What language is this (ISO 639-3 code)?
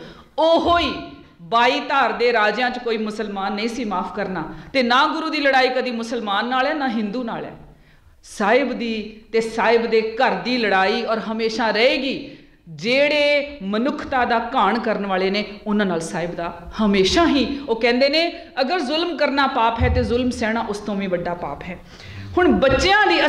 pan